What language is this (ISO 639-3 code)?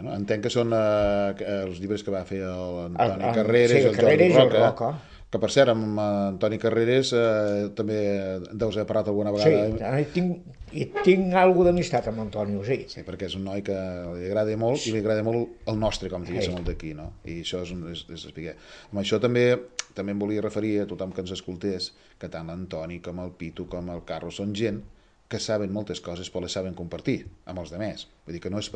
cat